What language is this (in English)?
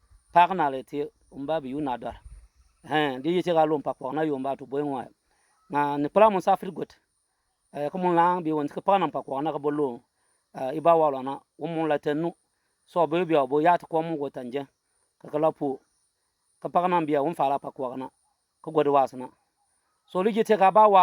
Bimoba